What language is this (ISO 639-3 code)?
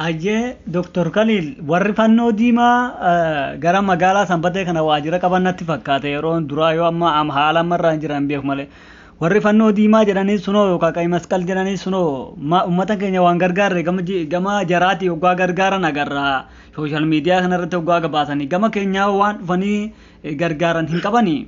orm